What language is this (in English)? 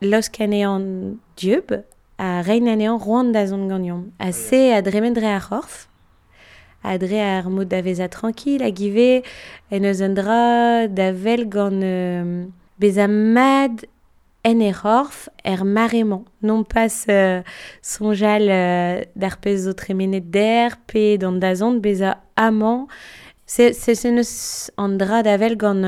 Breton